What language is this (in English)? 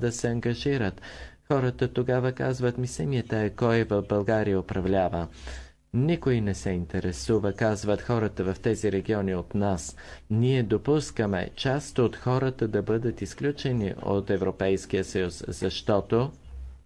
Bulgarian